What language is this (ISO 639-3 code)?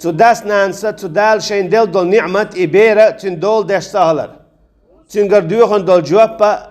che